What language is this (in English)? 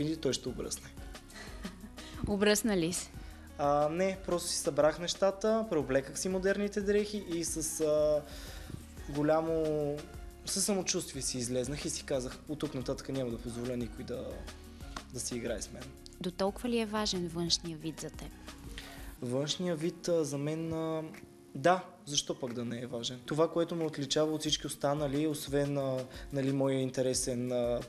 Bulgarian